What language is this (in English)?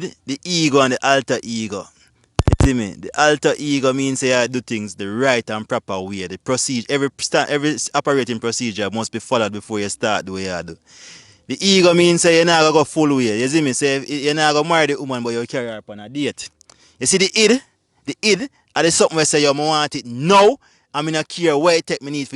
Jamaican Creole English